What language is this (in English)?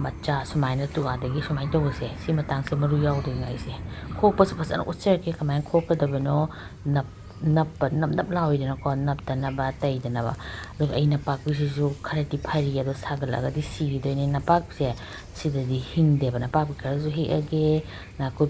Manipuri